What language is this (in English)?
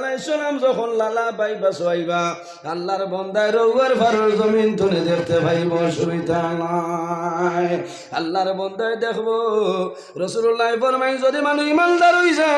Sylheti